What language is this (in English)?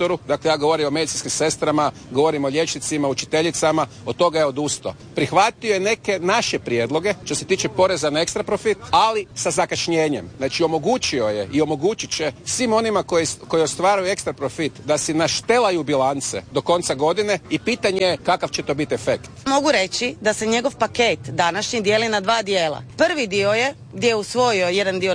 Croatian